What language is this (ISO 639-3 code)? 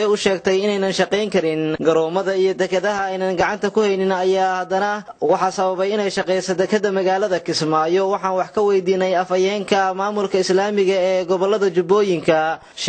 som